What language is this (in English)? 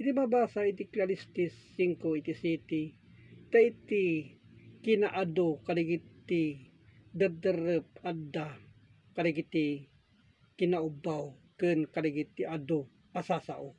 Iloko